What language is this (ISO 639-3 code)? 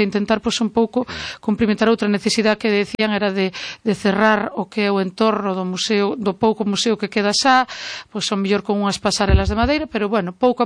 glg